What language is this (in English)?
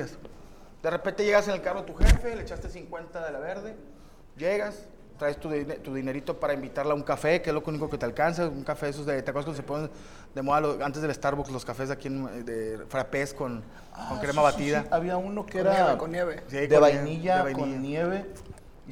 Spanish